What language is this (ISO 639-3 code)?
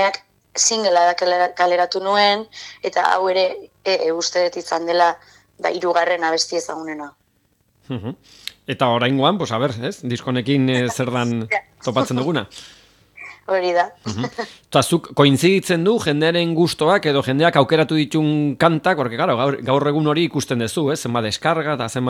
eus